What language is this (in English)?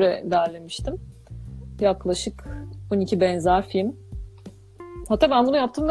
Turkish